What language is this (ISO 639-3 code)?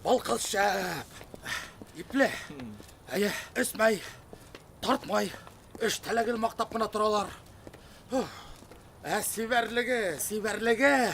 bak